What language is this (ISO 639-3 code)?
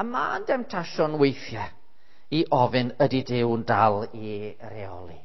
cym